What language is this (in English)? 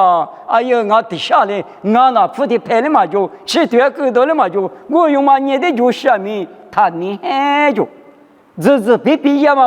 Lisu